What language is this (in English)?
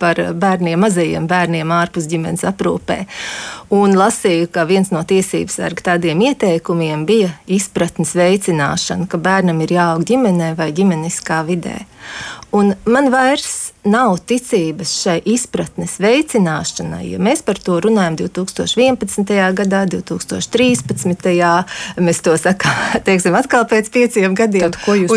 Latvian